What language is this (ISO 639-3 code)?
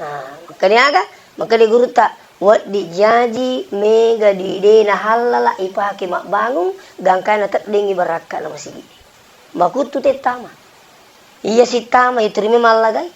bug